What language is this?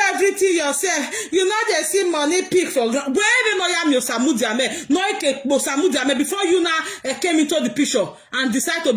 Nigerian Pidgin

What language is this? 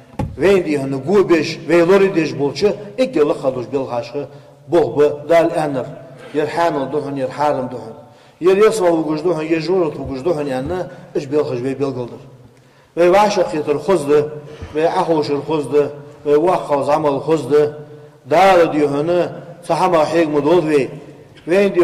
Ingush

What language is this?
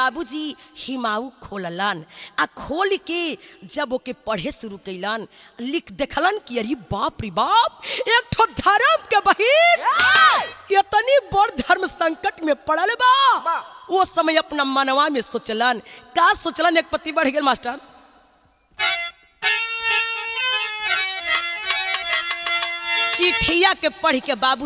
Bhojpuri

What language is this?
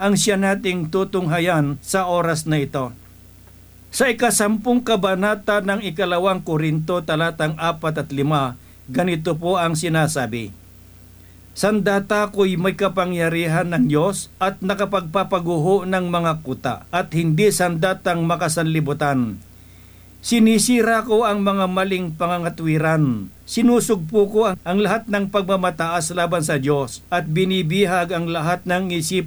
Filipino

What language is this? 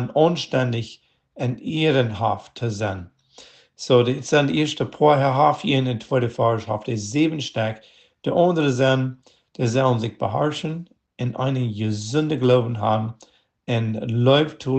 Plautdietsch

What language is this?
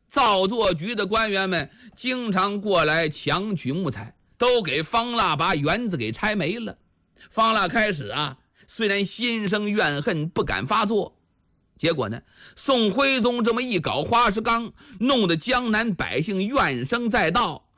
Chinese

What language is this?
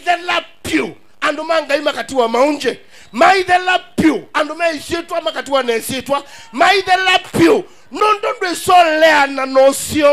Kamba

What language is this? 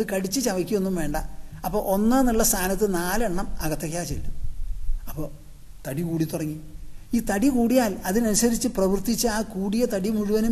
Malayalam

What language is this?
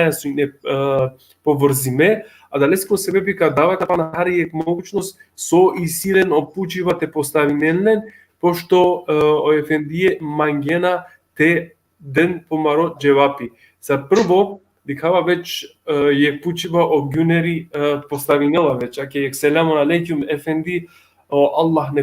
Balkan Romani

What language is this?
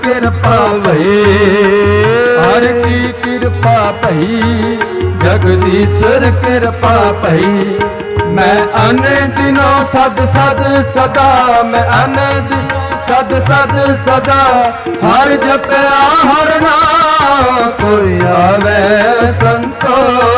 Punjabi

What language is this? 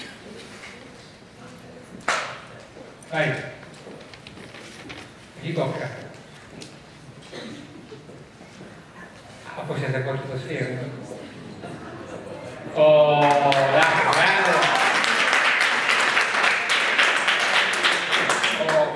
Italian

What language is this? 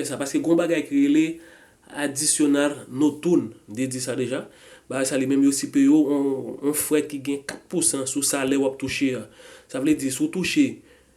Haitian Creole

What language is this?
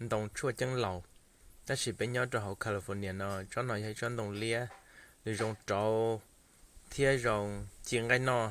Hmong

